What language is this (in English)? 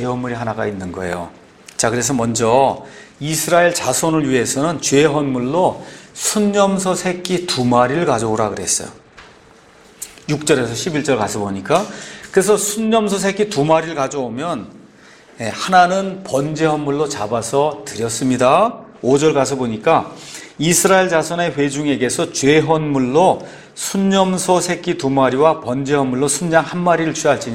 Korean